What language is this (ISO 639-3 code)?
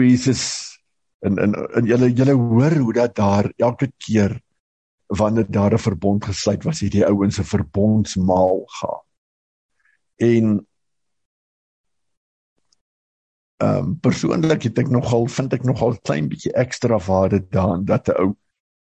afr